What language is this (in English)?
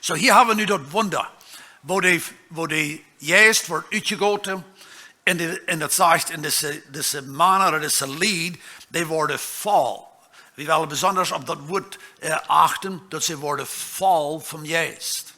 Plautdietsch